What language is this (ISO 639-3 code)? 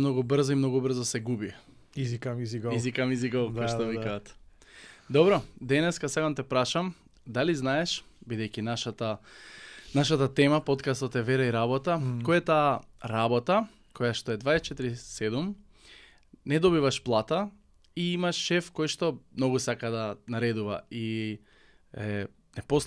mkd